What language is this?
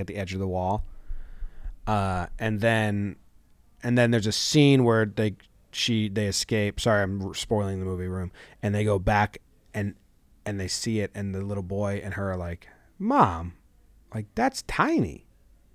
English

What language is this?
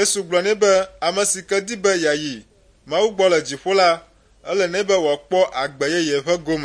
Ewe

